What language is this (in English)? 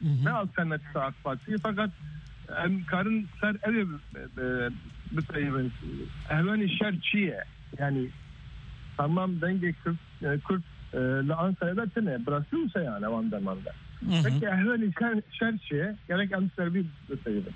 Kurdish